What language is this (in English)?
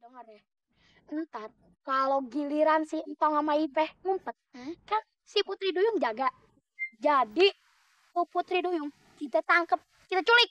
Betawi